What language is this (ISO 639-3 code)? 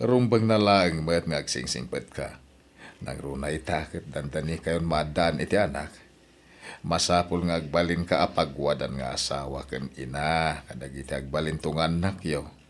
ilo